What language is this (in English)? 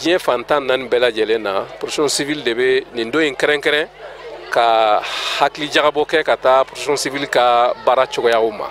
Bambara